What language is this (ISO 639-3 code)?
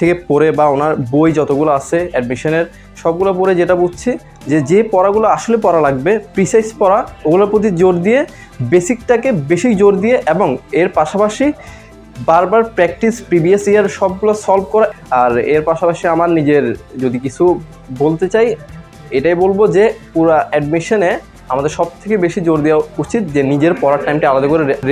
ben